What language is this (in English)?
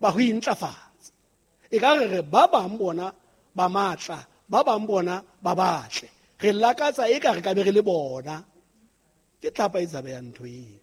Southern Sotho